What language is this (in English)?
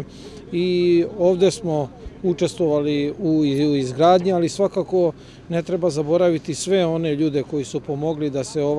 Serbian